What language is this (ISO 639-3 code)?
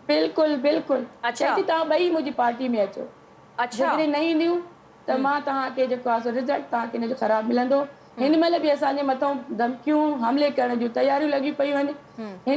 snd